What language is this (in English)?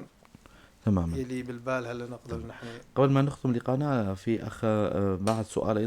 North Levantine Arabic